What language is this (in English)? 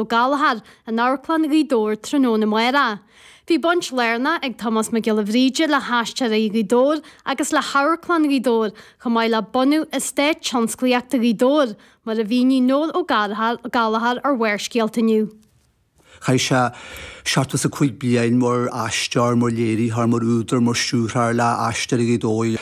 Irish